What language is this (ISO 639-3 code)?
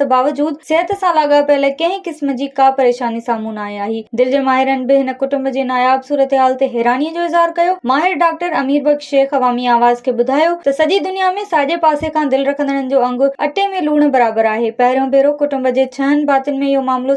snd